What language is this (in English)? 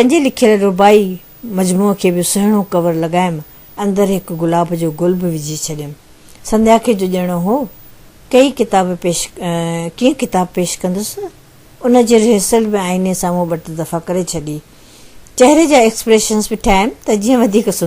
Sindhi